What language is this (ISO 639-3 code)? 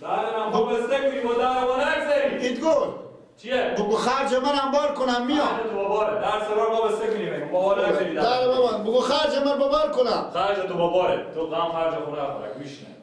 fas